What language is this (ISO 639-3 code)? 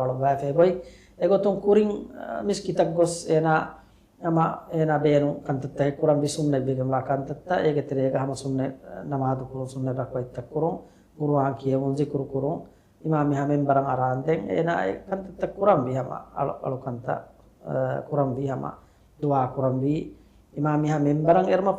div